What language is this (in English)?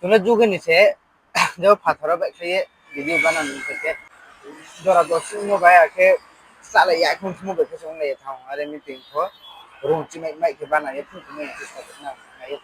Riang (India)